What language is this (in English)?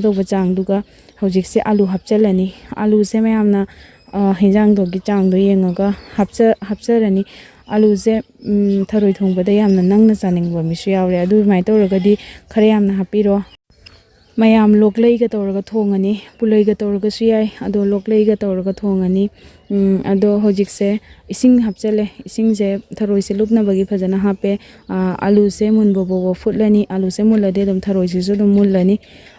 Manipuri